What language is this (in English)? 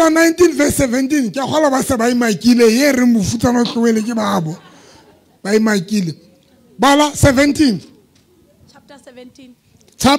Southern Sotho